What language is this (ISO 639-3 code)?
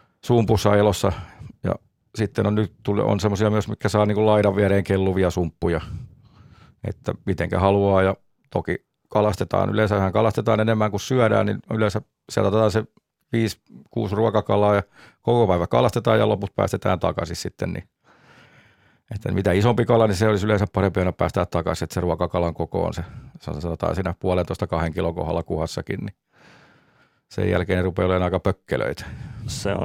fin